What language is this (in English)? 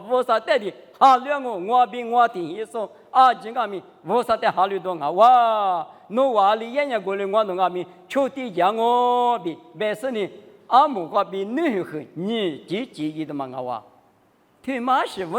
Lisu